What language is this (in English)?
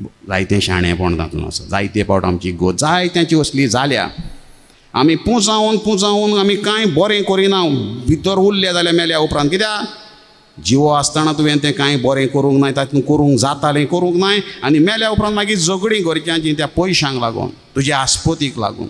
Konkani